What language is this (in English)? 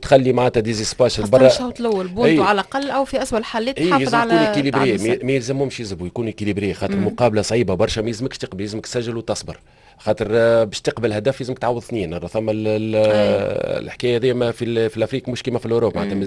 Tunisian Arabic